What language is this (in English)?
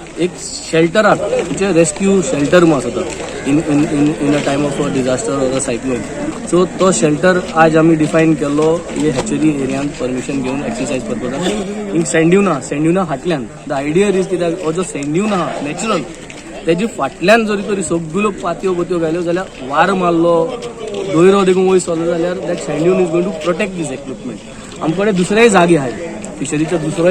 Konkani